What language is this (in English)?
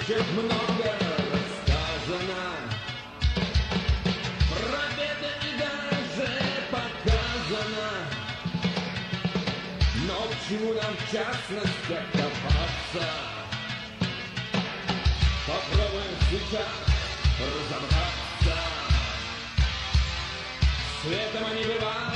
Russian